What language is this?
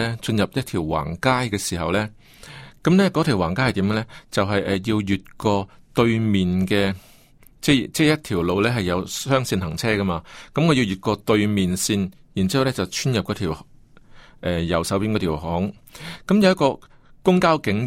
Cantonese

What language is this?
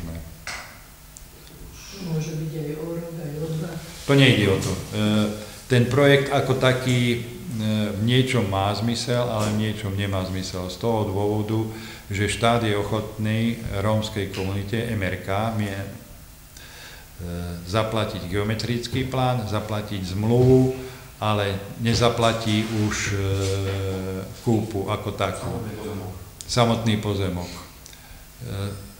Slovak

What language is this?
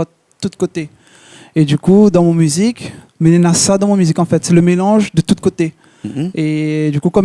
Réunion Creole French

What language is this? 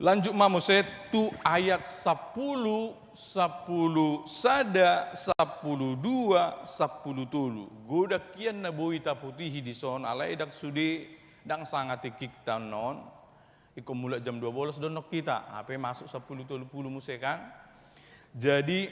Batak Toba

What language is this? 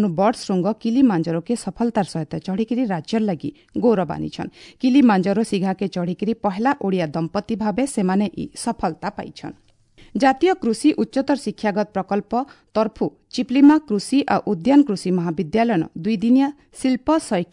Odia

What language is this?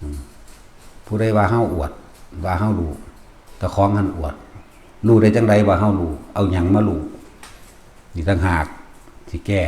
Northeastern Thai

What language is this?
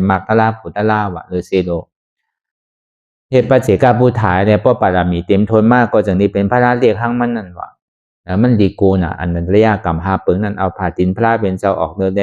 Shan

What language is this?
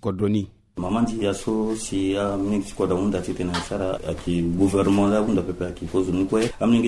Sango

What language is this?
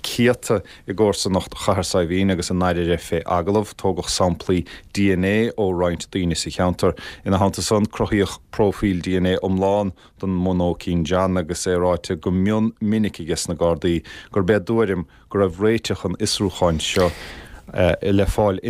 Irish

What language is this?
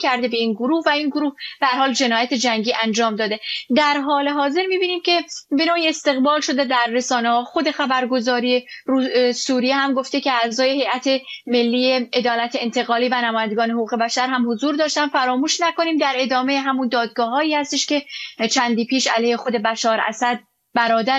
Persian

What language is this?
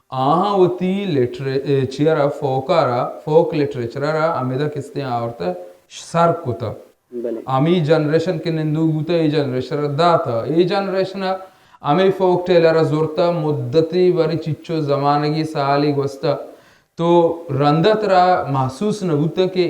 Baluchi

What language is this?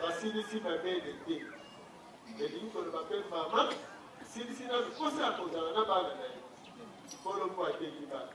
Lingala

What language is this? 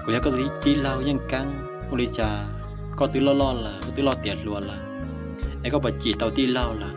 Hmong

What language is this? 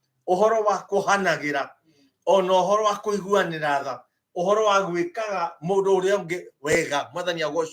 Kikuyu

